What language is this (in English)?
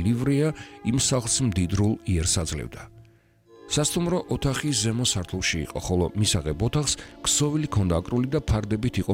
Georgian